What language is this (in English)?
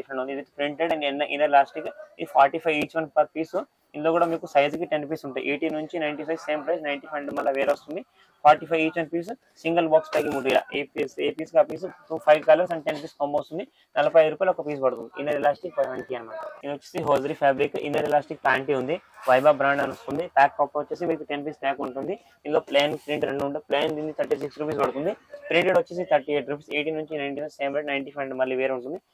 Telugu